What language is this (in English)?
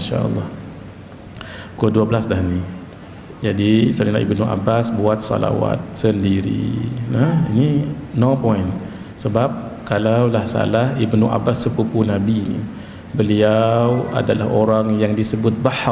Malay